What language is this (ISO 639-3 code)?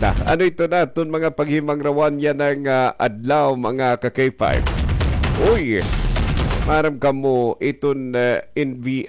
war